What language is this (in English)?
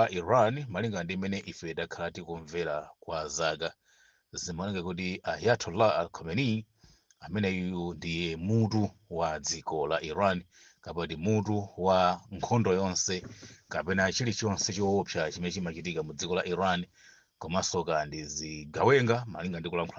Nyanja